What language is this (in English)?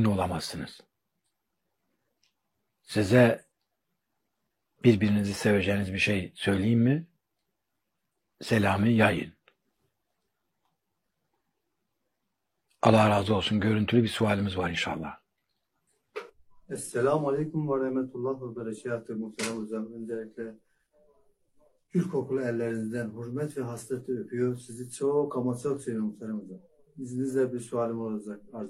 Turkish